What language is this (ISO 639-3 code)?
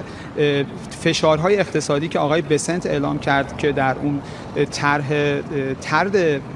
fas